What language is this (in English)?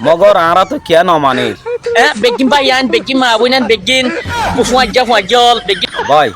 Rohingya